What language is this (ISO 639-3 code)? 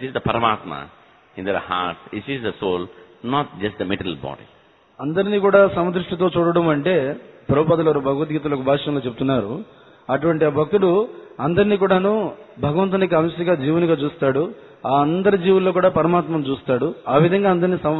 tel